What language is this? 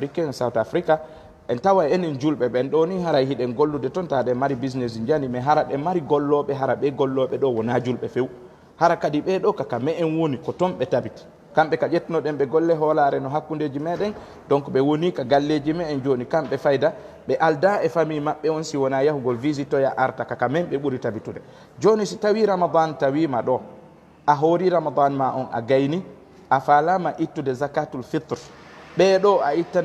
Fula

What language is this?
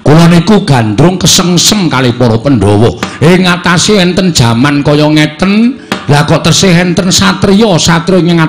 Javanese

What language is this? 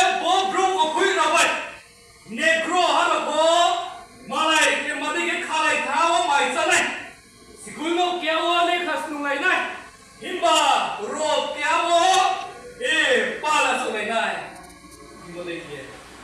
Riang (India)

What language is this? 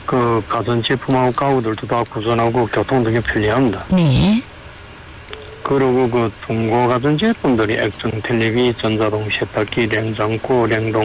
Korean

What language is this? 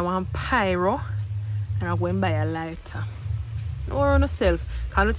Jamaican Creole English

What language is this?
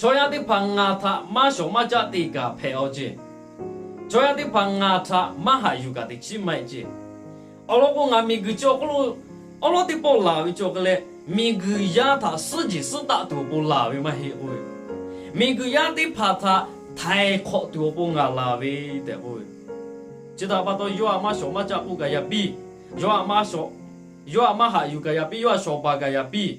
Lahu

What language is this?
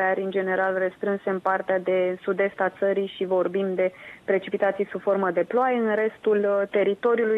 Romanian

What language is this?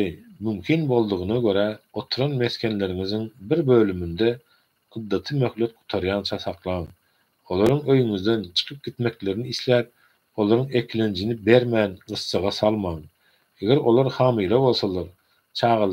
Turkmen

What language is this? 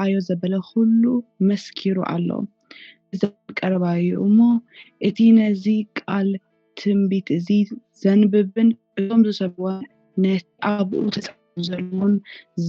Tigrinya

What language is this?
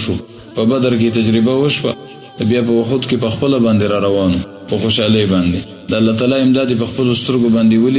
Pashto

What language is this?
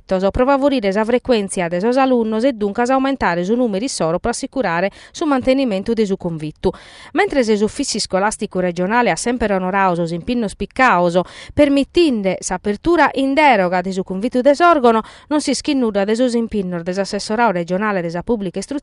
Sardinian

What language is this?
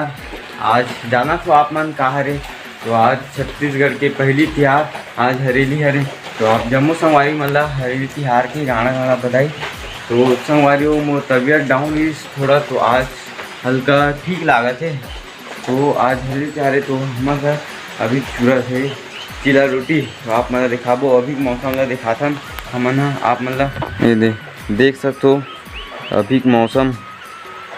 Chhattisgarhi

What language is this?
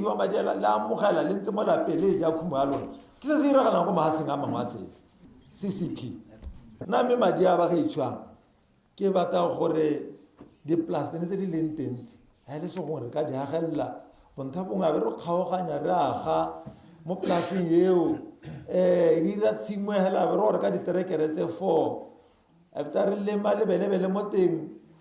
Tswana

